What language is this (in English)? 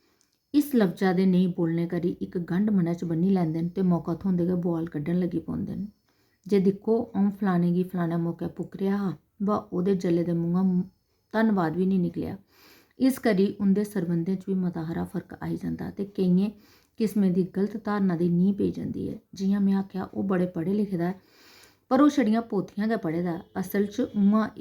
Dogri